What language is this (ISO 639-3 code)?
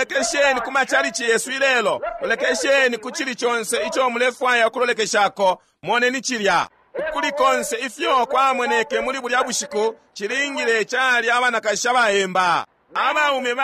bem